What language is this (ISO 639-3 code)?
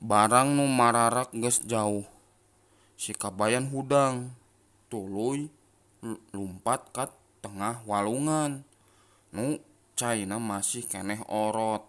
sun